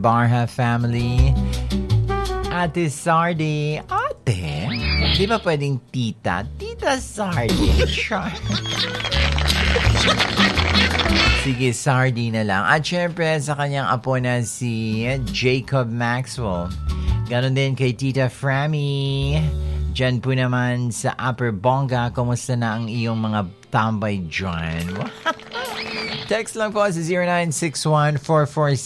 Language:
Filipino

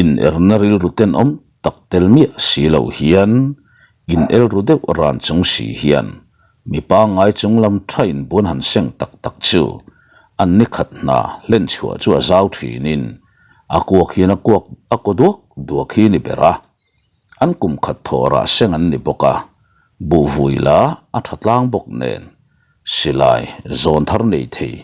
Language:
Mizo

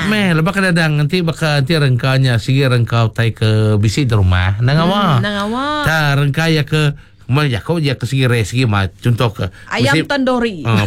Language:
Iban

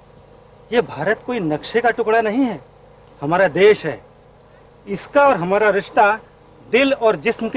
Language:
Hindi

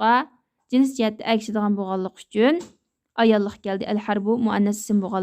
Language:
Uyghur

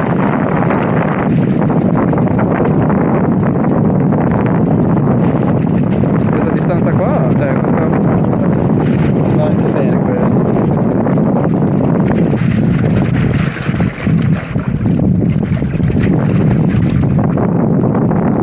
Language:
Italian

